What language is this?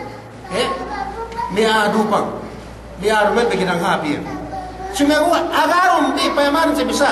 Yakan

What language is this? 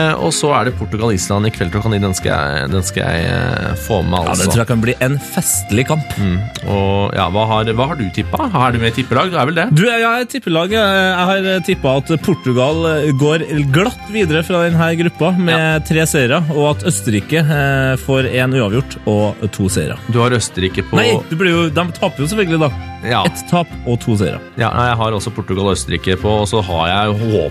Norwegian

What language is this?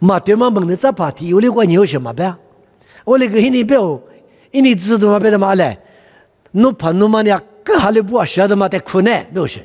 Lisu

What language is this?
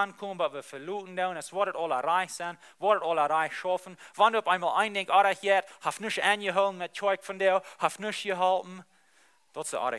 Plautdietsch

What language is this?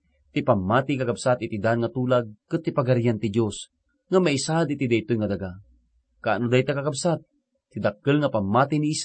Iloko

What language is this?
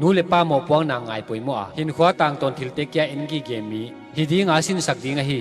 Paite Chin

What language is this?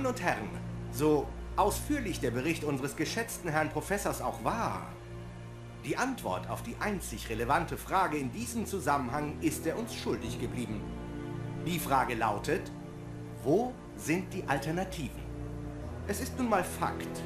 Bavarian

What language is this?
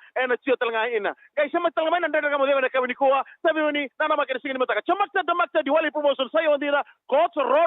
Fijian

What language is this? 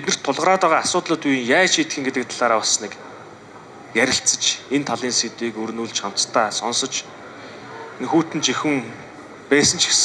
Mongolian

